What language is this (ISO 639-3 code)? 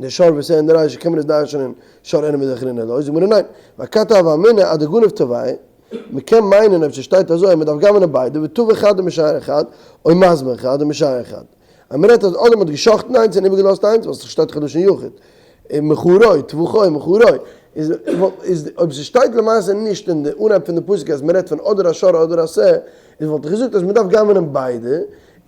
yid